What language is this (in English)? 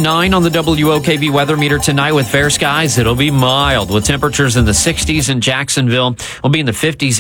English